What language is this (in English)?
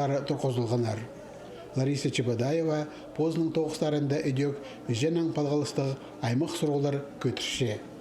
Khakas